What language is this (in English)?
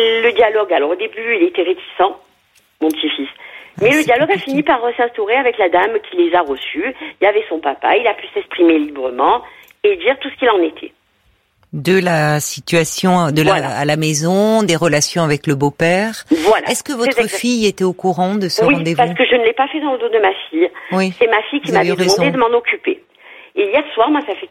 French